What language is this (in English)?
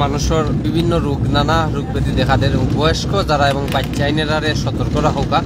Sylheti